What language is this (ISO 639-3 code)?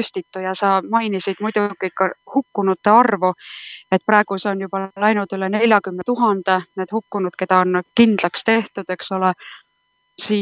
est